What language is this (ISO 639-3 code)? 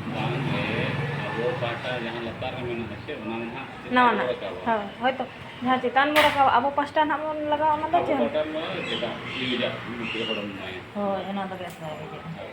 sat